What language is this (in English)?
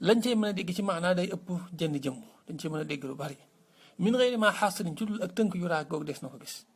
Wolof